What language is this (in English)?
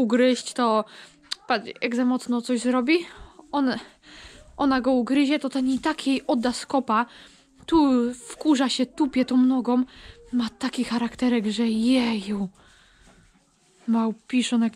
Polish